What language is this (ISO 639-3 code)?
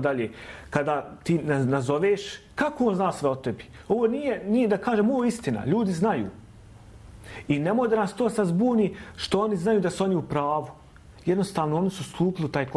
bos